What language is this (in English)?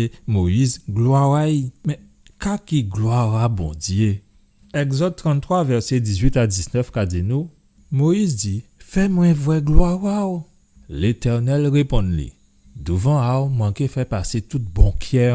Guadeloupean Creole French